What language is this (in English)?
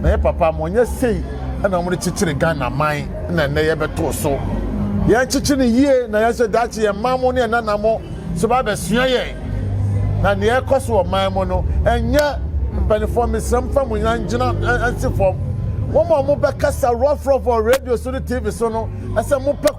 Akan